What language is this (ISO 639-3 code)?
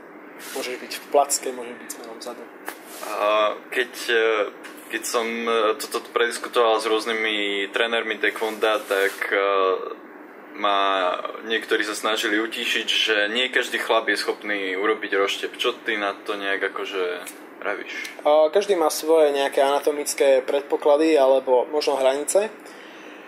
slk